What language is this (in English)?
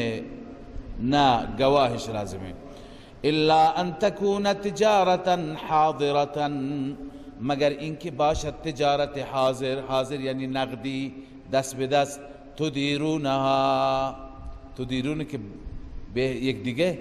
Persian